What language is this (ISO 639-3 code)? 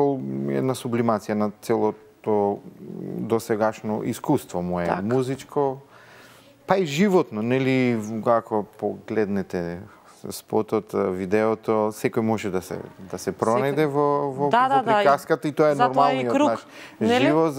mkd